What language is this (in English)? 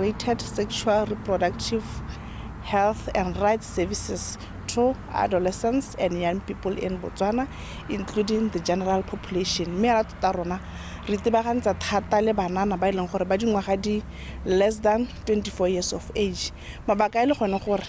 Tswana